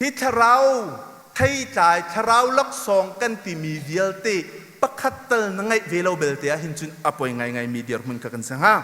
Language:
Hakha Chin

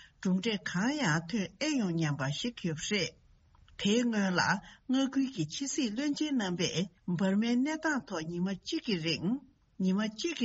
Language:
Tibetan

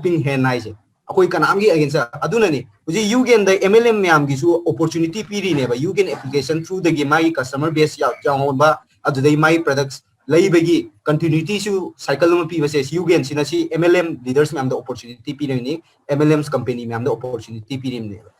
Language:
Manipuri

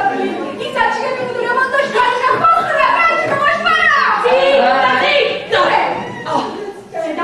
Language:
Neapolitan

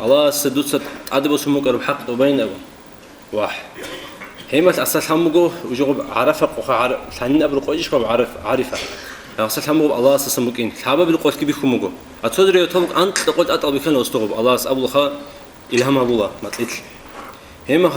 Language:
Avaric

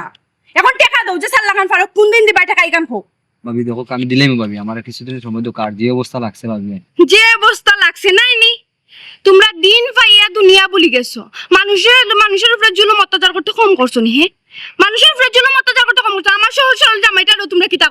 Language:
Sylheti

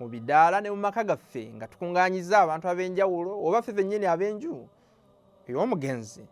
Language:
Ganda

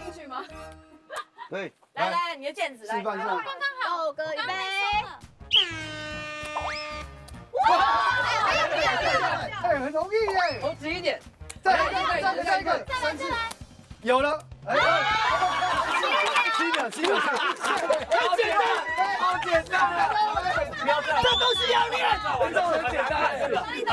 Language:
Chinese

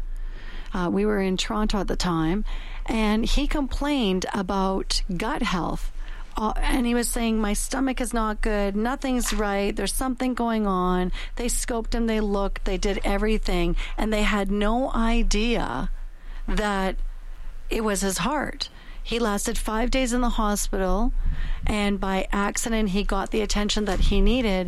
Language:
English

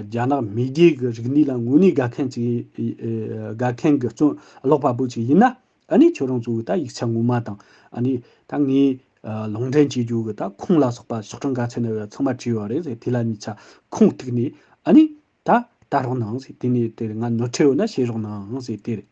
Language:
Tibetan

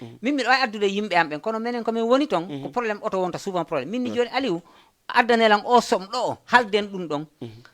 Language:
Fula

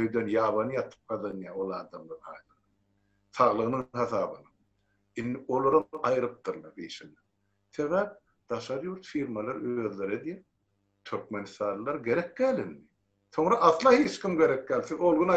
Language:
Turkmen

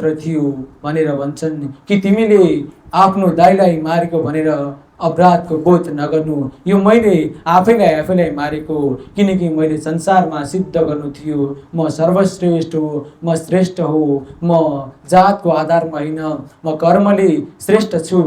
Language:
Nepali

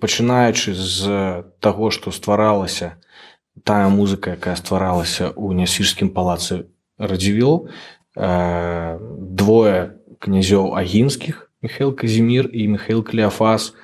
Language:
Belarusian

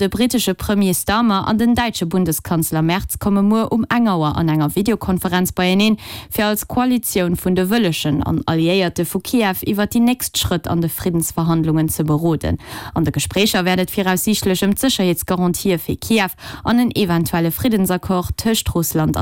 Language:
Luxembourgish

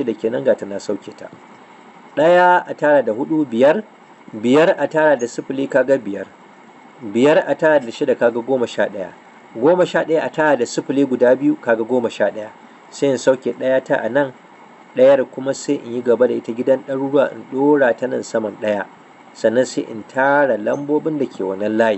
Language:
Hausa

